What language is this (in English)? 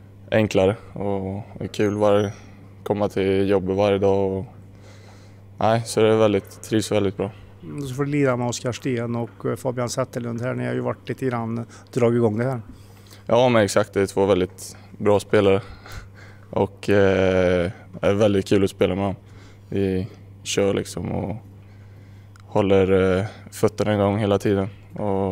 Swedish